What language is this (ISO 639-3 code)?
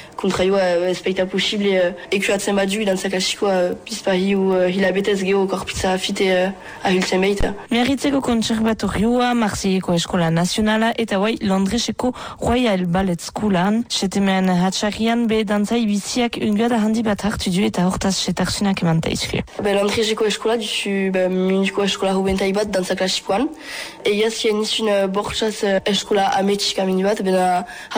eus